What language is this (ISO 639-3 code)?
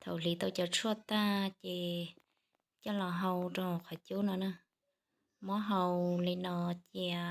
hmn